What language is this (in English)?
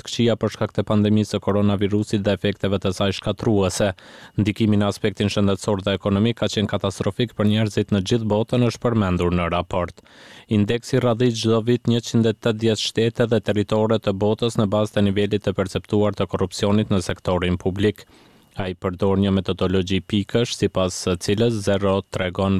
Albanian